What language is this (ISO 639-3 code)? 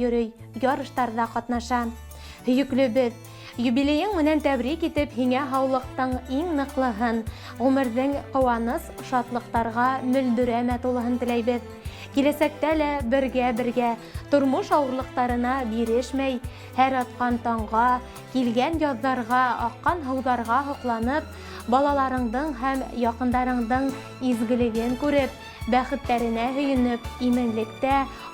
bak